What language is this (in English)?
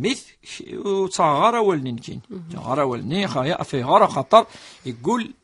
Kabyle